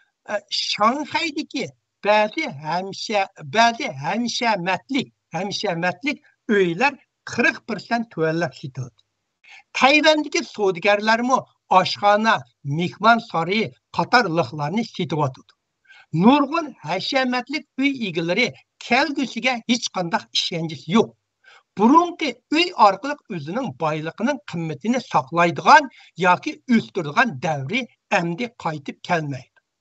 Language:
Uyghur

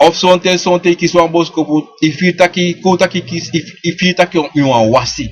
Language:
Sranan Tongo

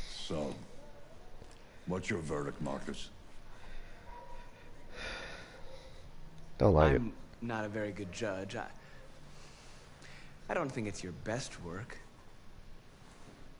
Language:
English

